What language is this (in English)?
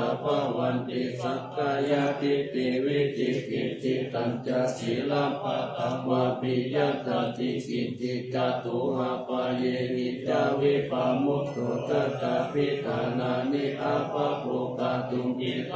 Pali